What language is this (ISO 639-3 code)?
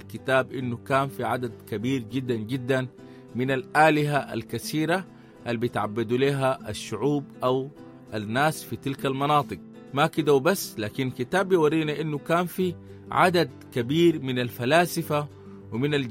apd